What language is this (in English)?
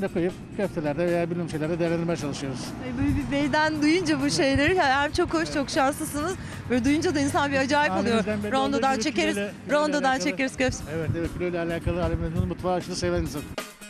Turkish